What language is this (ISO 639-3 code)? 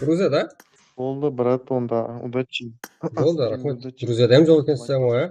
kaa